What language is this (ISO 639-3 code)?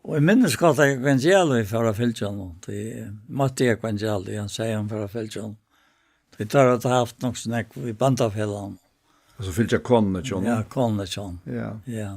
fao